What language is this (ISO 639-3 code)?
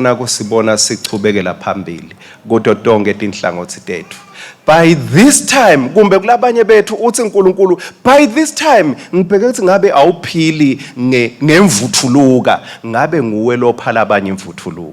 ssw